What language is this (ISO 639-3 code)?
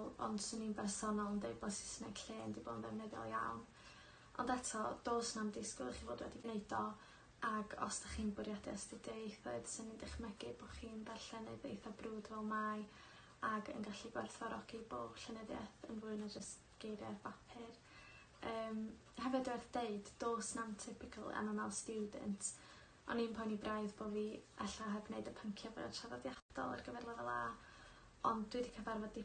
cym